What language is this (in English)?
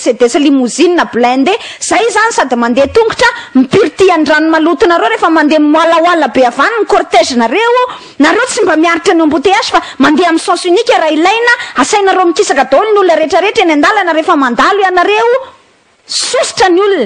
Malagasy